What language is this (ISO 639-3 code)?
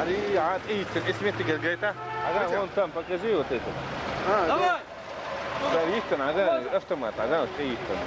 che